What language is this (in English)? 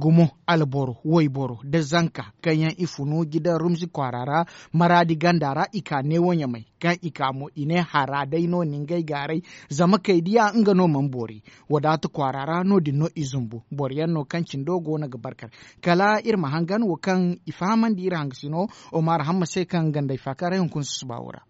Zarma